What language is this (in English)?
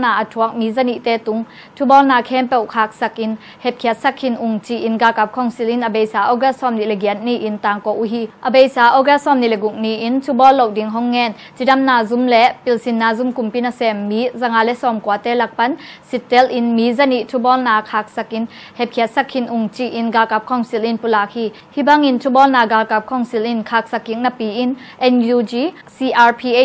Tedim Chin